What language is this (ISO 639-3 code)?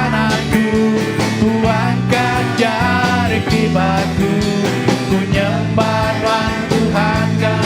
iba